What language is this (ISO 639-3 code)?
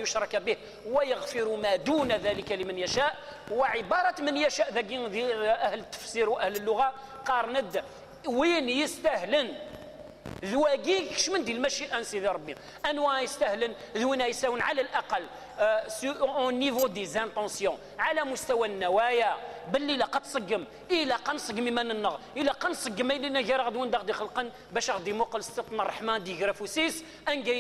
kab